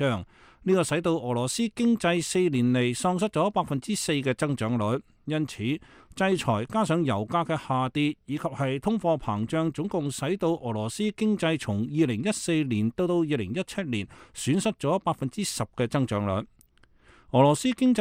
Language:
Cantonese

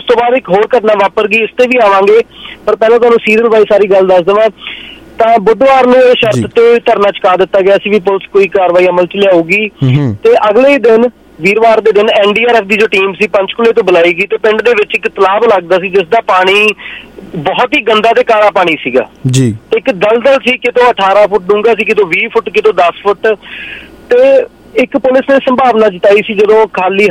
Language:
Punjabi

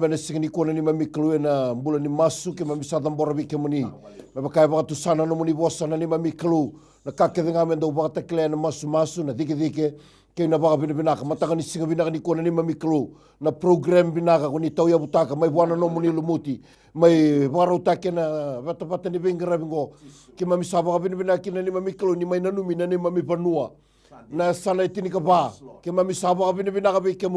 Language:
Fijian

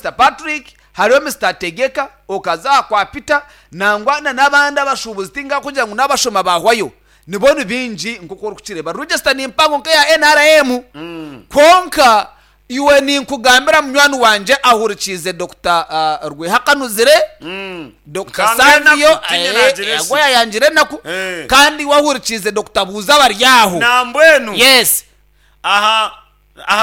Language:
Nyankole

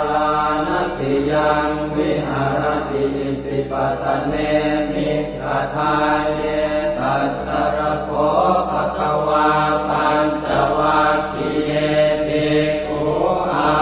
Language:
Pali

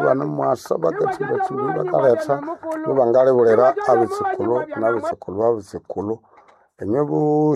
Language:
Nande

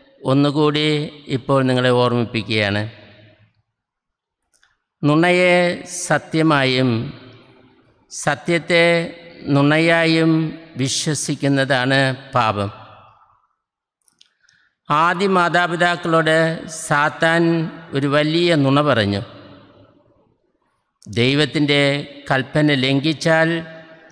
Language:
Malayalam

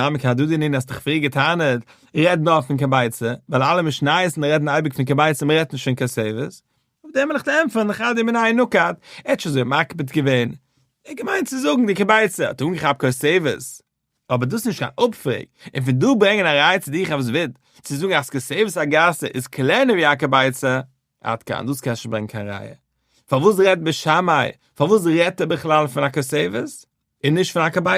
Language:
Yiddish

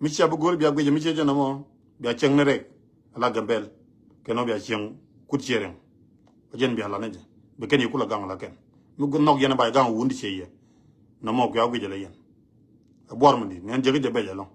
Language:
Nuer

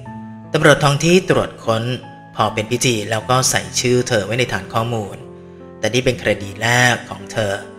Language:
Thai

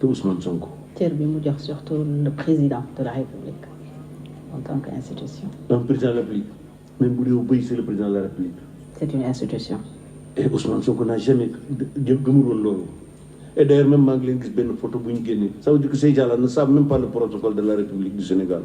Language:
Wolof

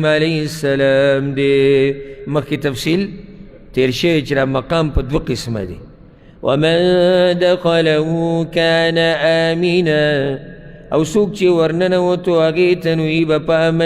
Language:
Pashto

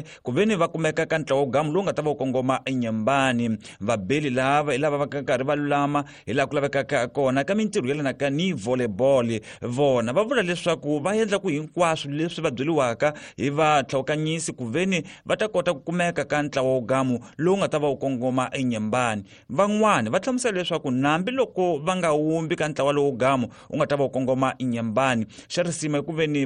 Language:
Tsonga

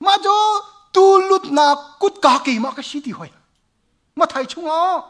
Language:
Hakha Chin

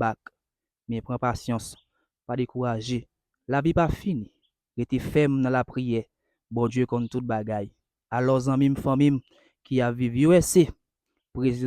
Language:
Haitian Creole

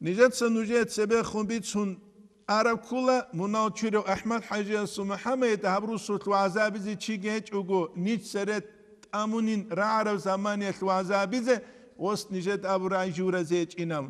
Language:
Avaric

